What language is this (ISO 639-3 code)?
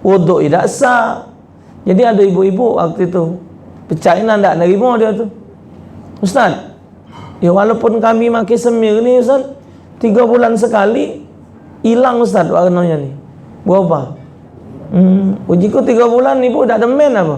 mui